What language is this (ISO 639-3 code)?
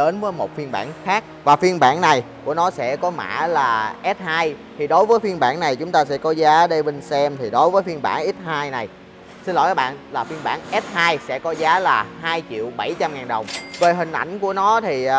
vie